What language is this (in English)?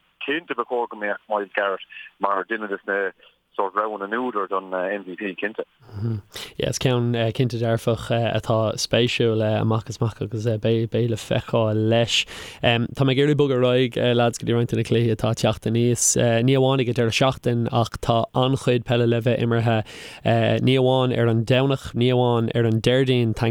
Irish